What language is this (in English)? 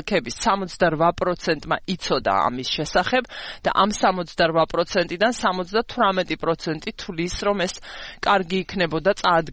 Georgian